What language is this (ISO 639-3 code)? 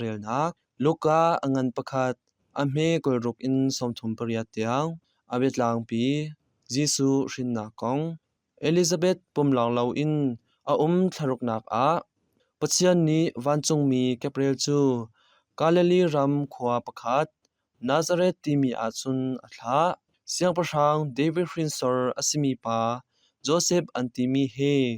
cnh